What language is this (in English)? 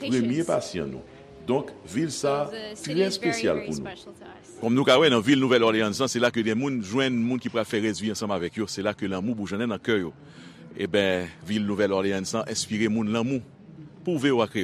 Haitian Creole